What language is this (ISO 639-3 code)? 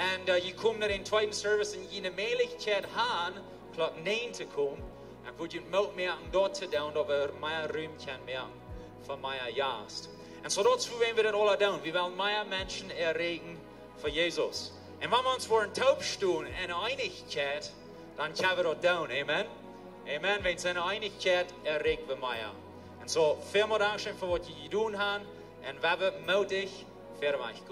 pdt